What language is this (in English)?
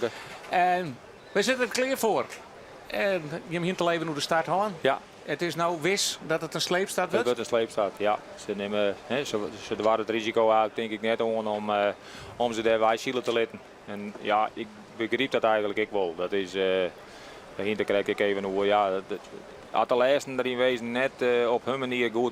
Western Frisian